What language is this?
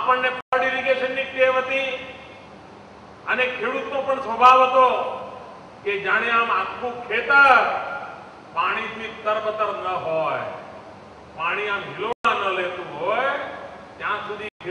Gujarati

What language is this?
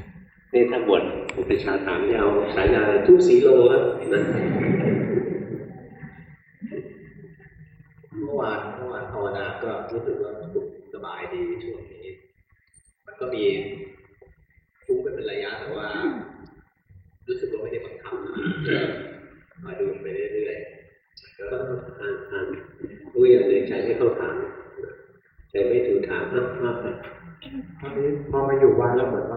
Thai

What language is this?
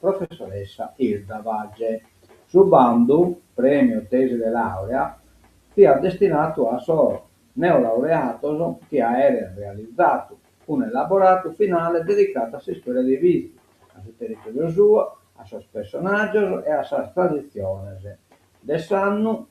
Sardinian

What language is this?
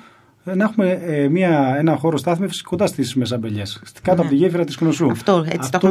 Greek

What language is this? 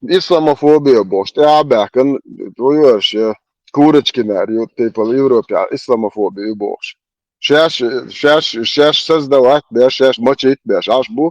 Chechen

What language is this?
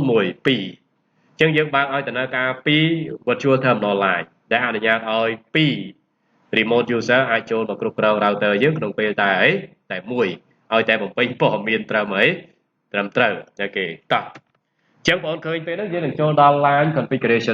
Khmer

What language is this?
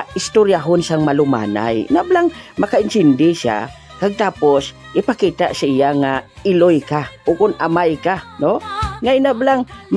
Hiligaynon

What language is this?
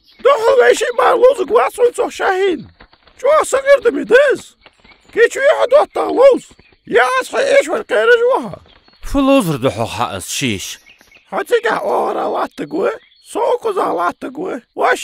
Ingush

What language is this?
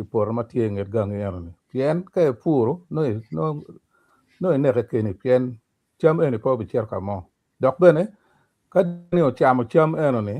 Acoli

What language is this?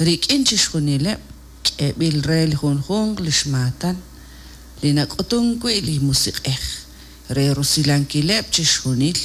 Kekchí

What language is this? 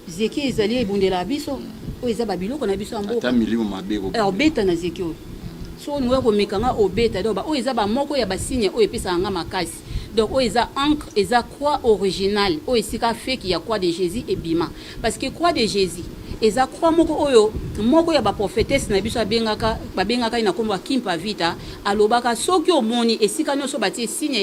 Lingala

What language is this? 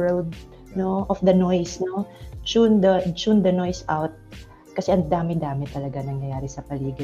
Filipino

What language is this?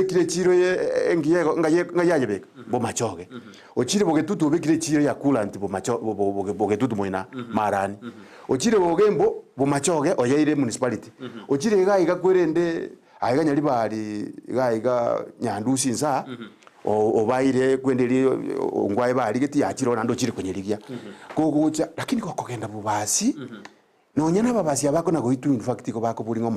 Gusii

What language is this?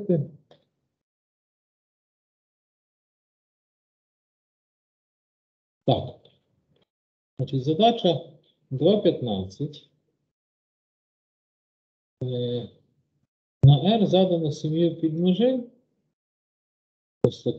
Ukrainian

